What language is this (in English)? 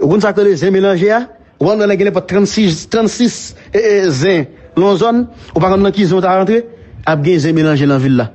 Haitian Creole